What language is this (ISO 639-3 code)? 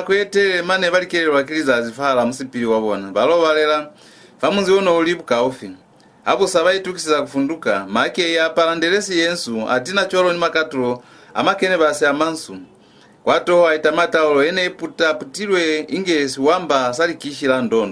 loz